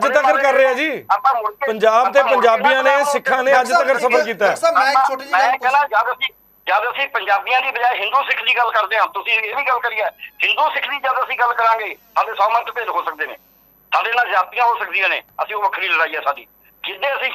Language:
Punjabi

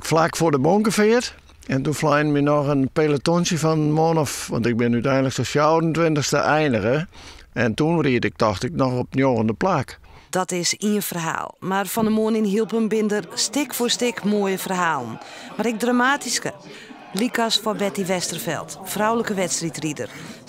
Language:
Western Frisian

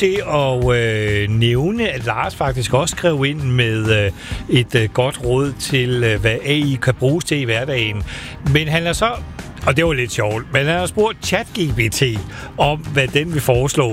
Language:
Danish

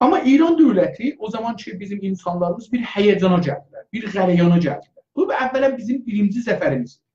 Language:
South Azerbaijani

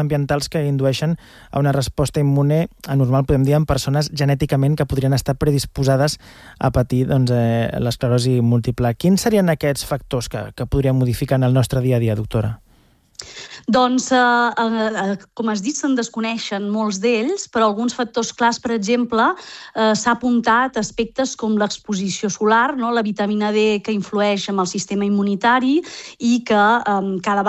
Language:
Catalan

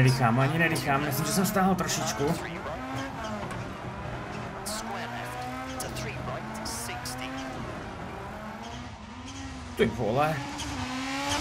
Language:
Czech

